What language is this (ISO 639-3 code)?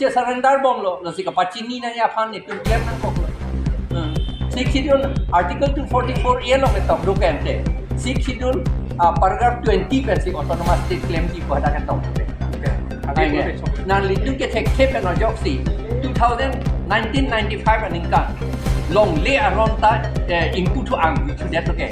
mjw